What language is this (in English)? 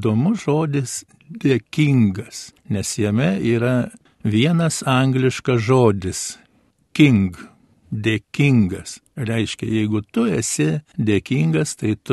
Lithuanian